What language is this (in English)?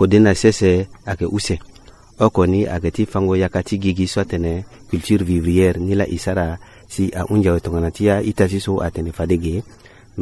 Sango